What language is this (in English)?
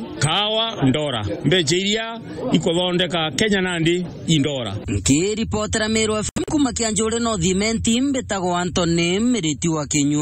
Meru